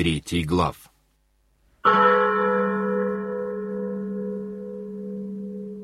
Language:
Russian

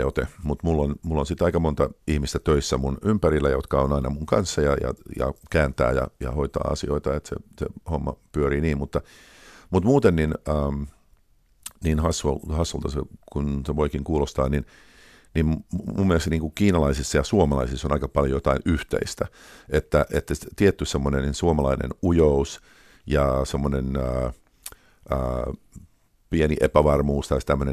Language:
Finnish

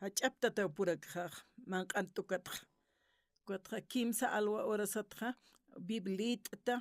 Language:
Aymara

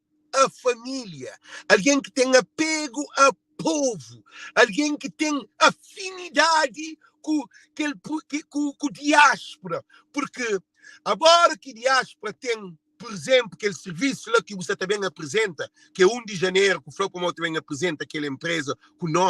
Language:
Kabuverdianu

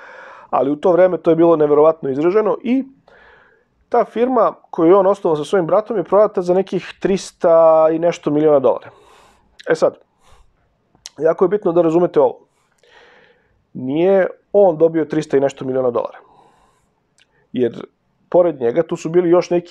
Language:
Serbian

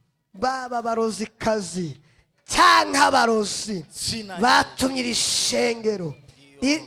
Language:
Rundi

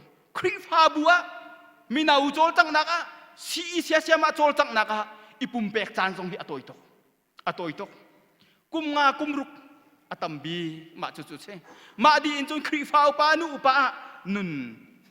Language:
Hakha Chin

